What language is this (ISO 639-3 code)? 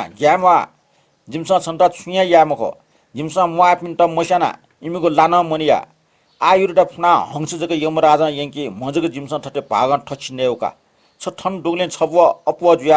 new